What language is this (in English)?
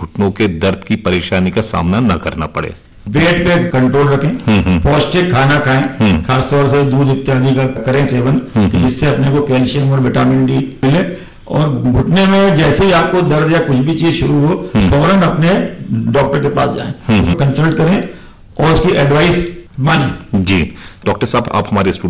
Hindi